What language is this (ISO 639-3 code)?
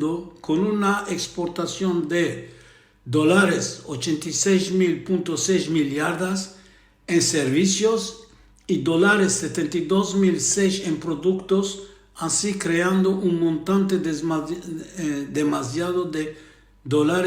lad